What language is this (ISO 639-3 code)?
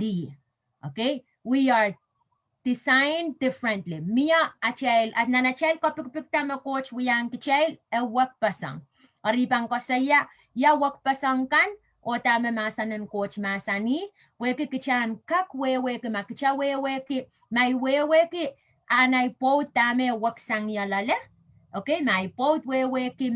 pon